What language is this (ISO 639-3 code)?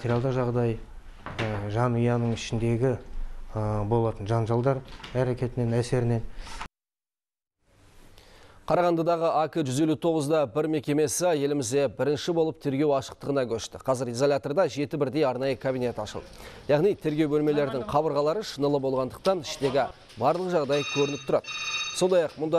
kaz